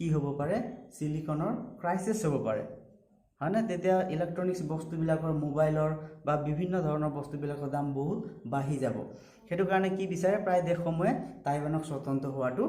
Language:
Assamese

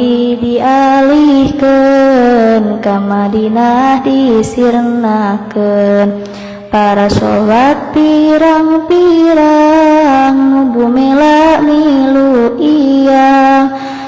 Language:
Sundanese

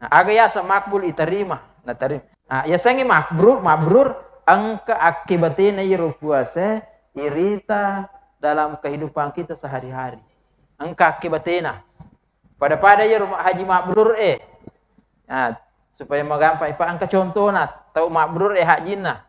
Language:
Buginese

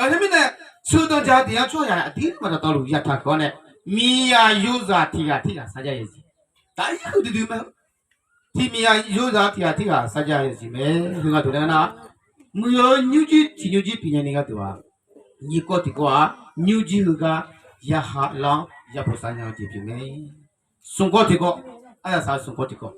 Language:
Akha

